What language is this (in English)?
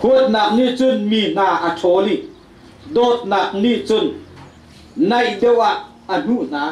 Hakha Chin